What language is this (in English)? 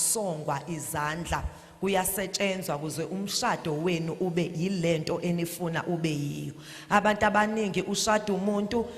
Zulu